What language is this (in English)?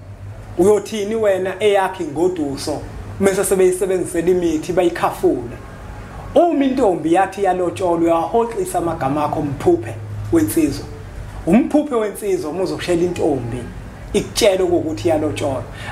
Zulu